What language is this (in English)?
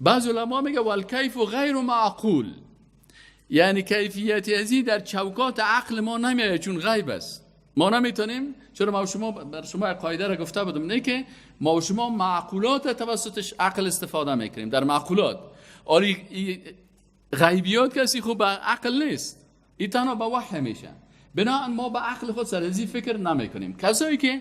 Persian